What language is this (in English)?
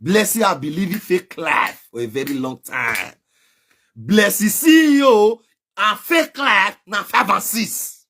Nigerian Pidgin